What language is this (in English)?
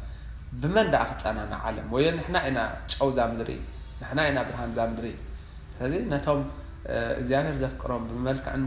Tigrinya